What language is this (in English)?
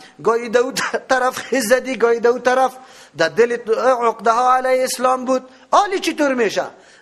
Persian